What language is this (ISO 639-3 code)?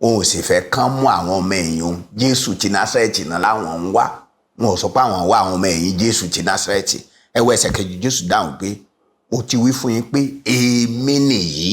yor